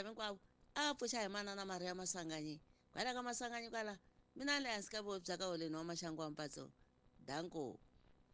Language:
Tsonga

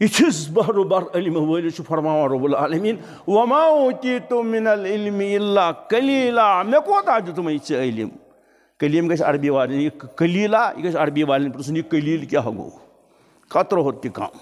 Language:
Kashmiri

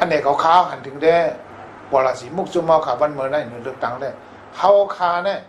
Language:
Shan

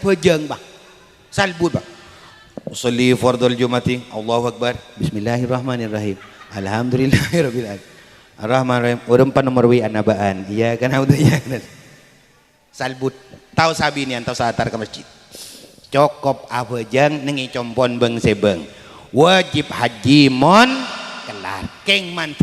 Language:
Madurese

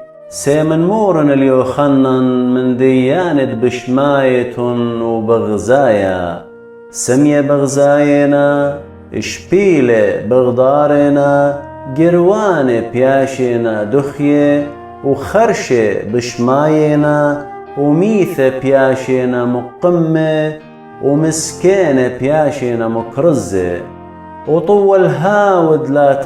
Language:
Assyrian Neo-Aramaic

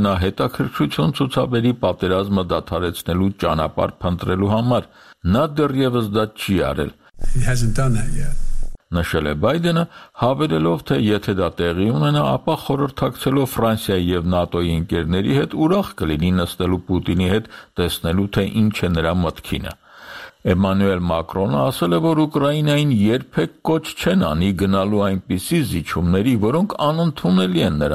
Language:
Armenian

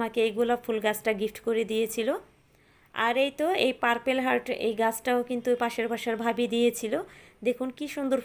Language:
Bangla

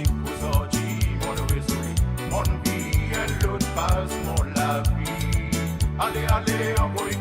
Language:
Morisyen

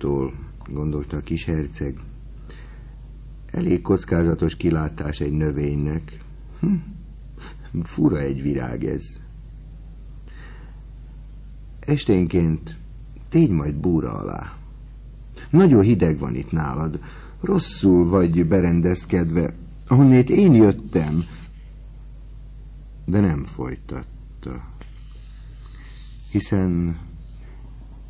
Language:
Hungarian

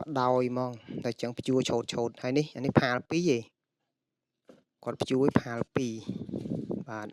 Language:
Khmer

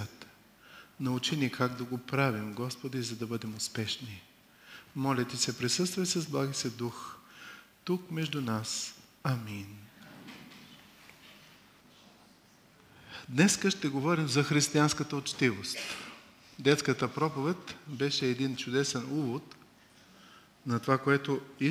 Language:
Bulgarian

